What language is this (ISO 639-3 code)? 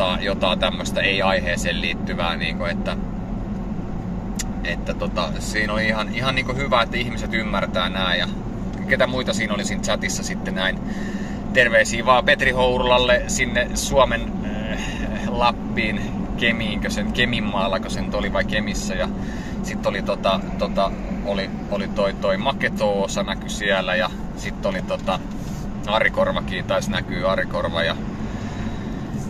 fin